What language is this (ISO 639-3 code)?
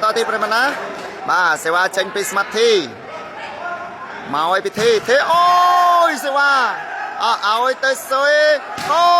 khm